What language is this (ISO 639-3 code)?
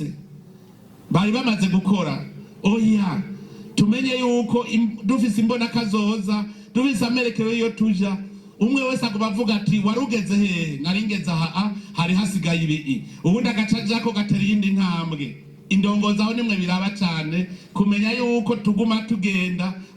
run